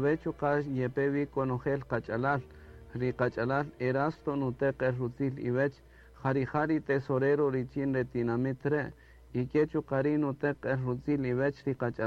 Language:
Kaqchikel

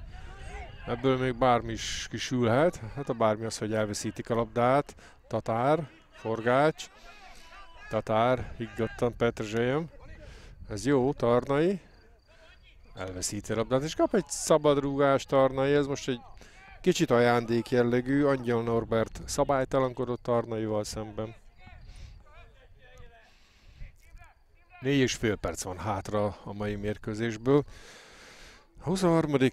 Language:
Hungarian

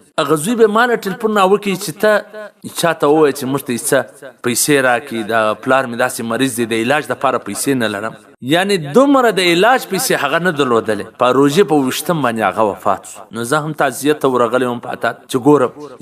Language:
Pashto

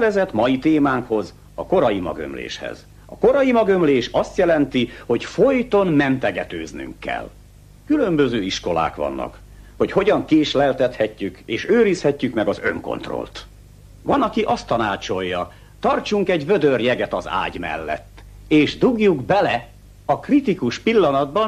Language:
Hungarian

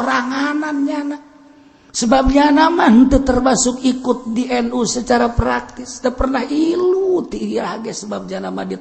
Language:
Sundanese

